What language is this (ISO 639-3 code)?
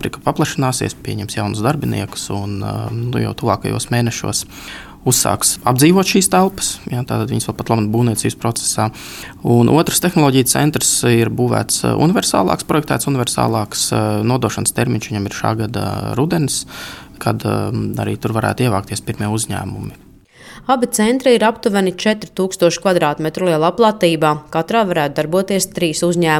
lav